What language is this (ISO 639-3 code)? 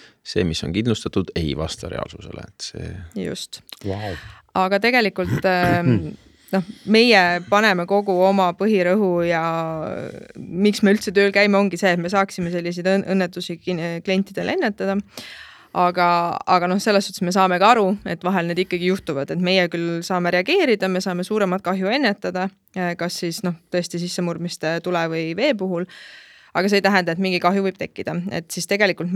est